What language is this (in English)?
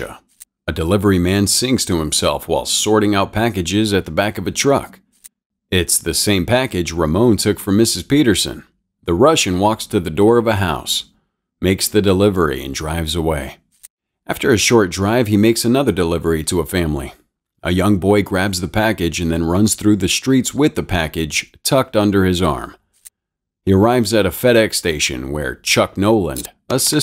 English